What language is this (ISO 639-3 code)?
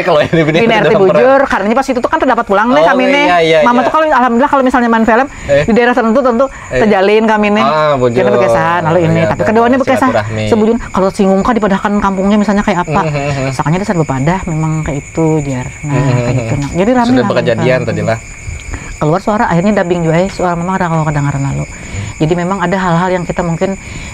bjn